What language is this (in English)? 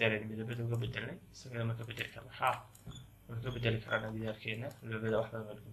Somali